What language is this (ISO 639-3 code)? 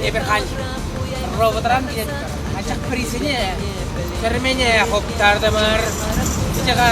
chv